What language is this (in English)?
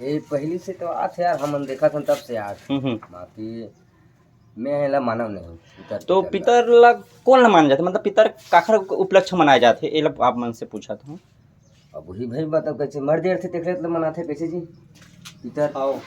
Chhattisgarhi